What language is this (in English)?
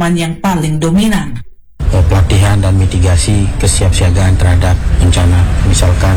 Indonesian